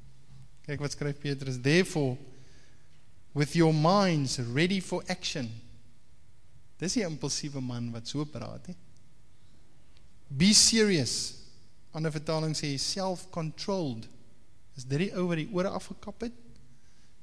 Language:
Afrikaans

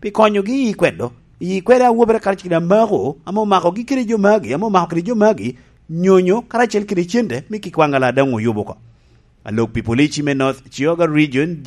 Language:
Lango (Uganda)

